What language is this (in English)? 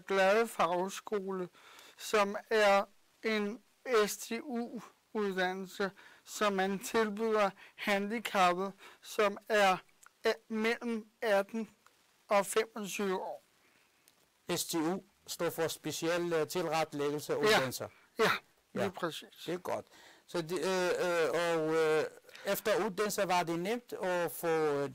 Danish